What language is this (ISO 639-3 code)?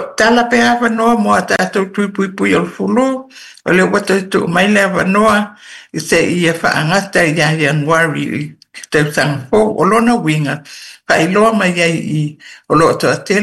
smo